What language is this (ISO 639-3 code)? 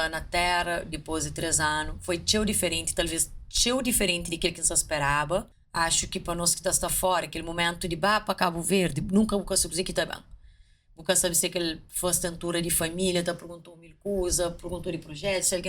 kea